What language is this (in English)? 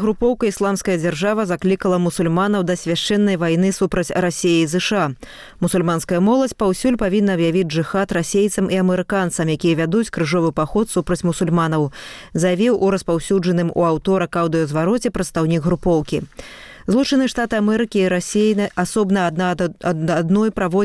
Belarusian